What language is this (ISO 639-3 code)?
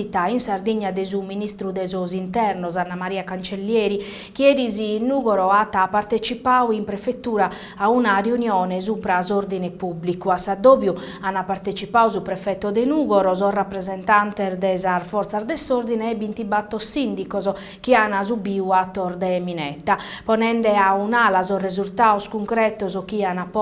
srd